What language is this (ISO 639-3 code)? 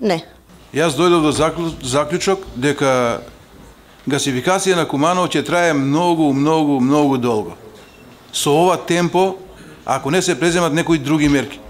mkd